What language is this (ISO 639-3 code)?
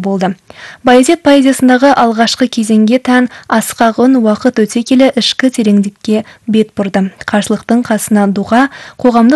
kaz